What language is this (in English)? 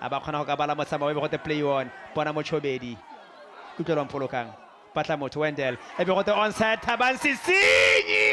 Tswana